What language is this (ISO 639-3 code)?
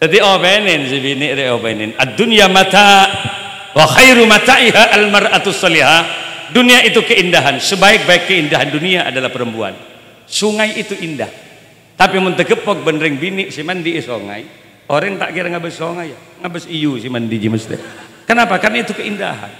mad